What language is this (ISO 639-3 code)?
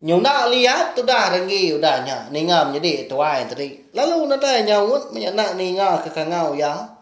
iba